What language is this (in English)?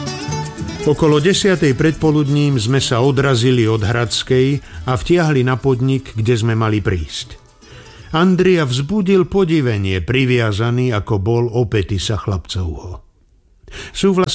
Slovak